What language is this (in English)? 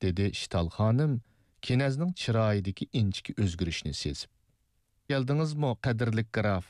Uyghur